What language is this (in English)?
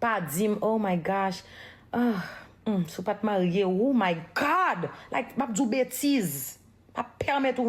Haitian Creole